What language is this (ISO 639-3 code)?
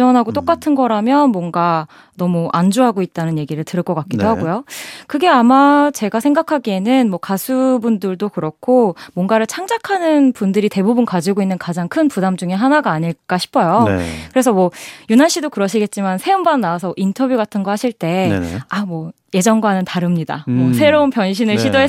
kor